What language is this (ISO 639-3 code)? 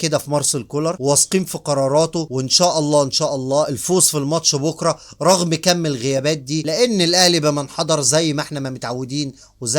arz